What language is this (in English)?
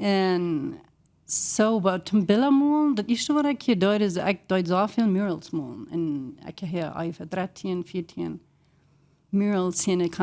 Plautdietsch